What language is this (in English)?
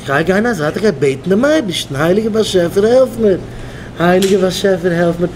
Yiddish